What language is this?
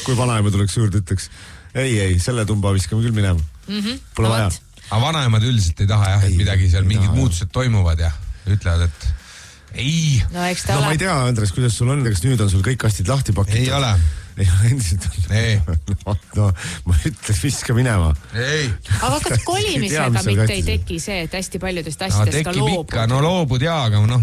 Estonian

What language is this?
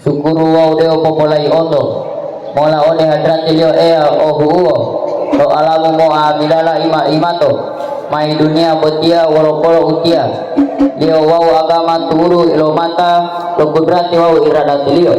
Gorontalo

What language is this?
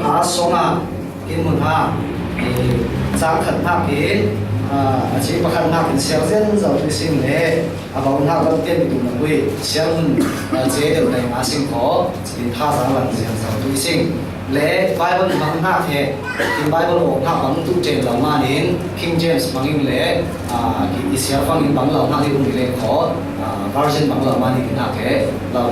Falam Chin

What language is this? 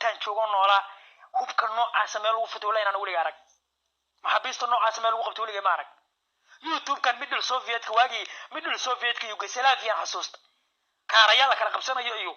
Somali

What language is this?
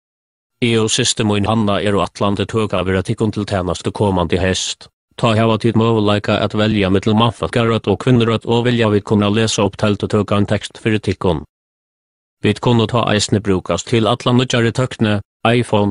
Faroese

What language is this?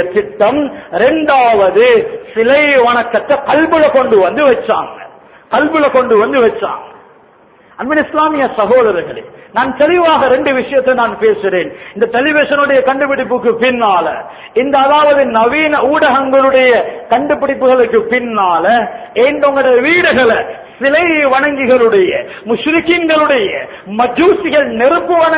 Tamil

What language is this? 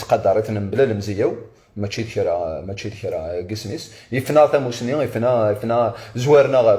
Kabyle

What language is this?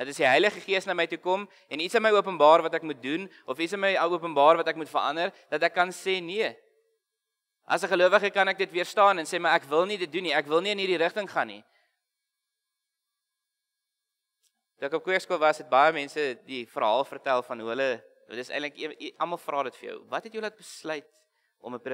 Afrikaans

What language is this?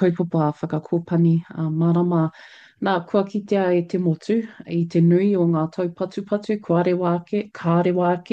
Māori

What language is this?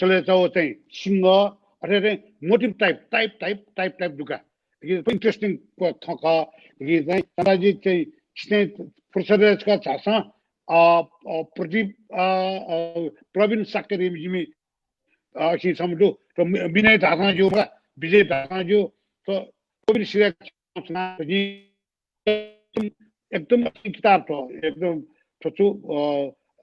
Newari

